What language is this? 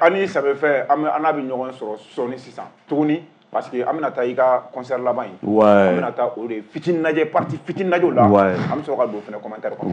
Bambara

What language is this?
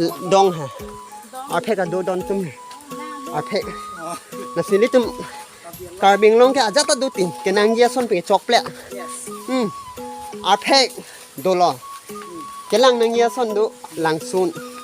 Karbi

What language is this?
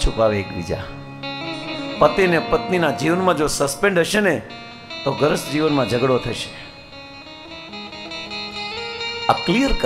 Gujarati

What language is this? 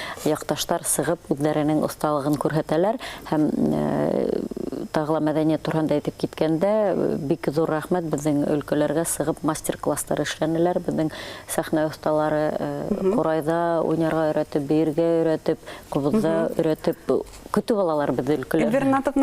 Bashkir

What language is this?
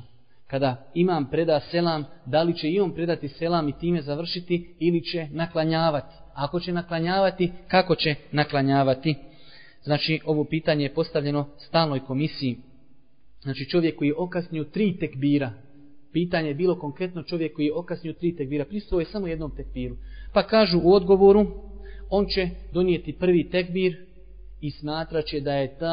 Bosnian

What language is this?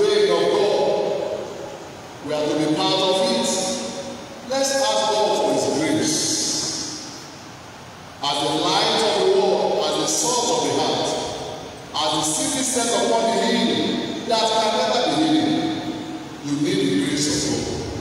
English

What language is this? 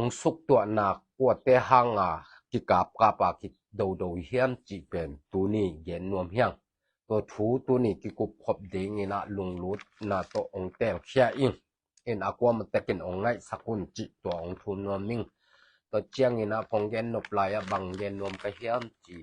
Tedim Chin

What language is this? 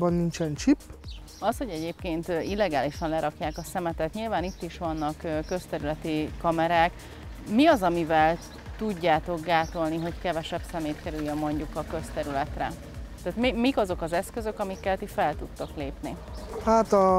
Hungarian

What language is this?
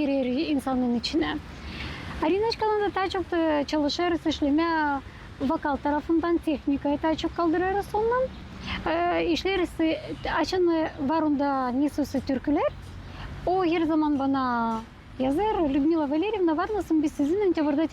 Gagauz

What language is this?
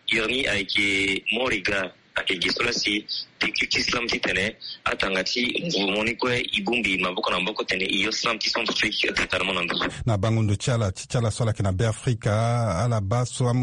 Sango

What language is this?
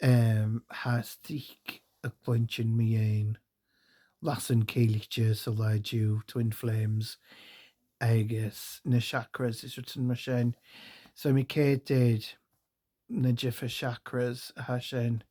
Scottish Gaelic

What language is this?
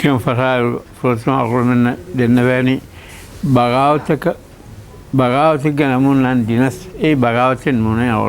Divehi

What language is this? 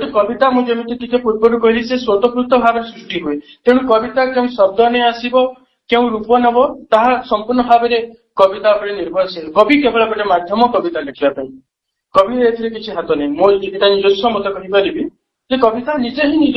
Odia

